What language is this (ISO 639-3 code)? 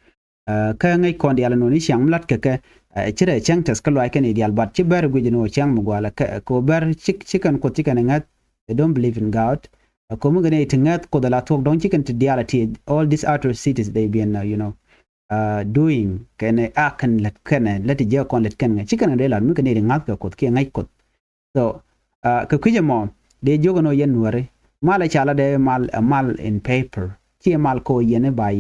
nus